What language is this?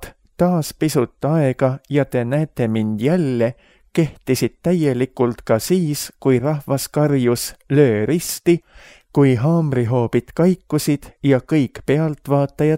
Estonian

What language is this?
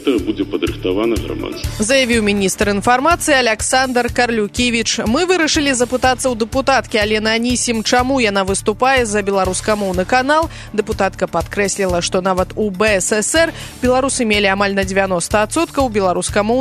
Belarusian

